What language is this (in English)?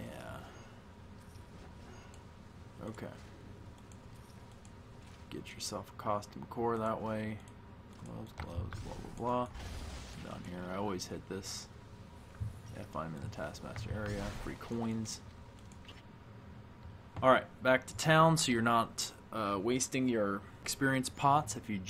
English